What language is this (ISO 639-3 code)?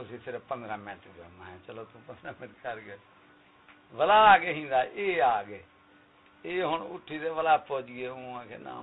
skr